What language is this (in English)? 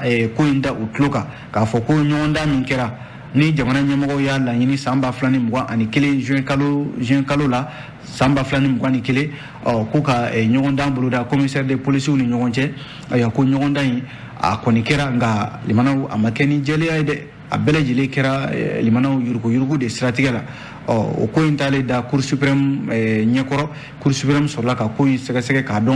Bambara